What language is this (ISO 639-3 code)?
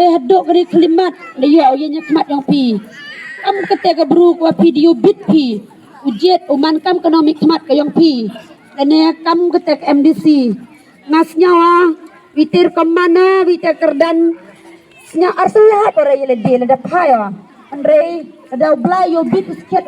kha